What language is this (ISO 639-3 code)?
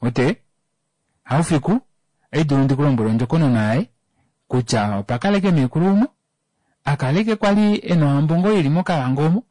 kua